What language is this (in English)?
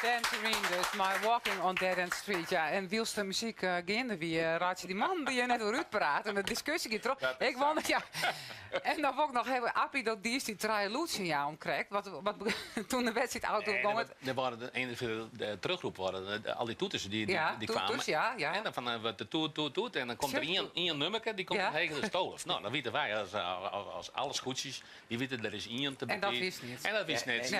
Western Frisian